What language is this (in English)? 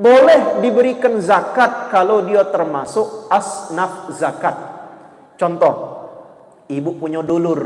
Musi